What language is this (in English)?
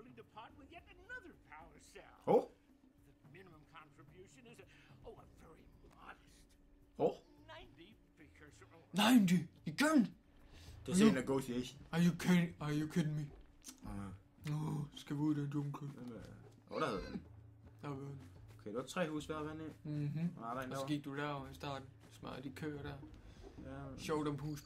Danish